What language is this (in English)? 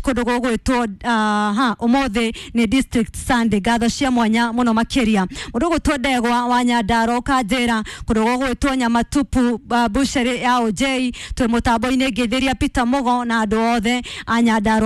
Kikuyu